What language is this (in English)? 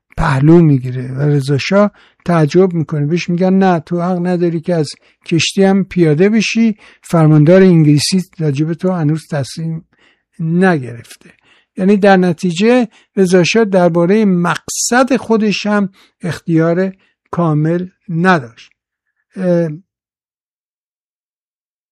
Persian